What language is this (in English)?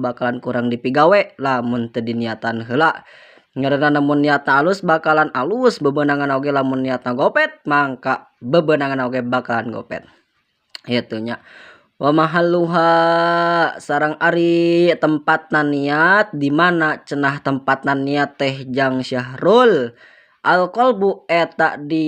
Sundanese